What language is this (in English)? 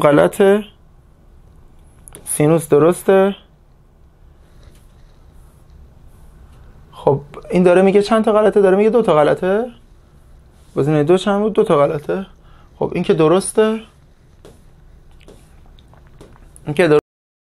Persian